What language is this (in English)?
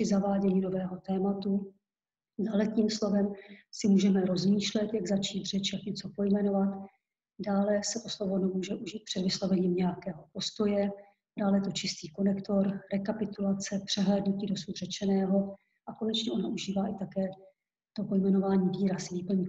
Czech